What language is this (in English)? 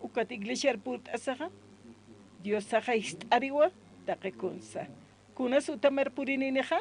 Aymara